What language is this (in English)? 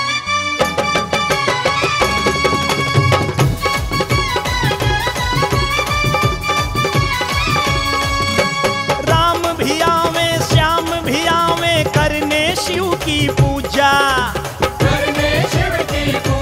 Bhojpuri